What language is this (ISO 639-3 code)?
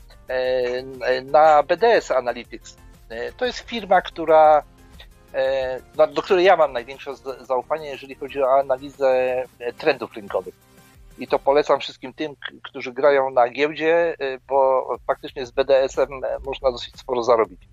pol